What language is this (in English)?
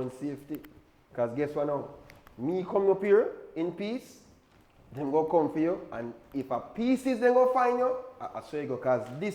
Jamaican Creole English